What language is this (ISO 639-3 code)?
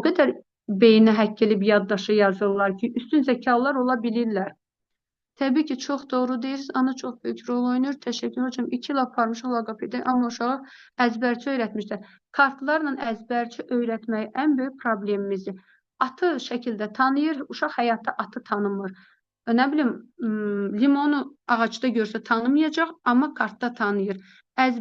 aze